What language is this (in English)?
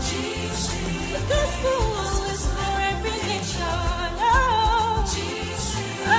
Ewe